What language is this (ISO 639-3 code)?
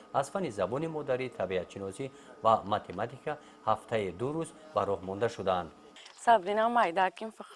tgk